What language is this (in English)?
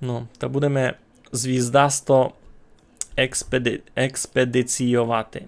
Rusyn